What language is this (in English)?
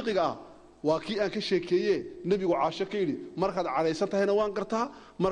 Somali